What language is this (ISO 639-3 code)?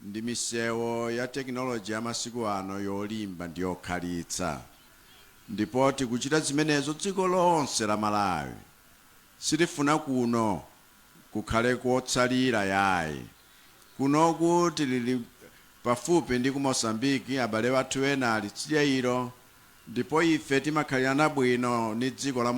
nya